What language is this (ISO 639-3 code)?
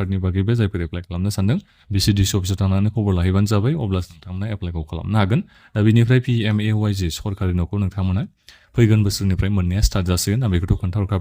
brx